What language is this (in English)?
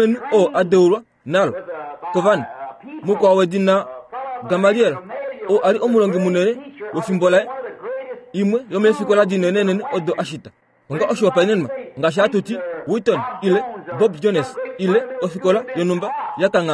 Kuanyama